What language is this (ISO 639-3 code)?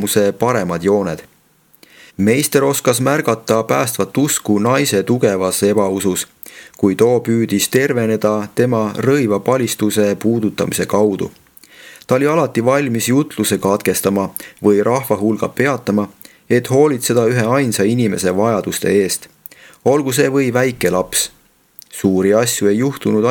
est